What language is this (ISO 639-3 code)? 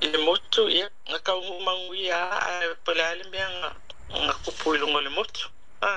smo